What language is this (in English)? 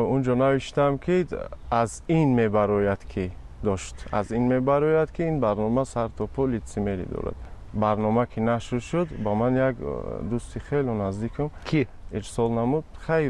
Tajik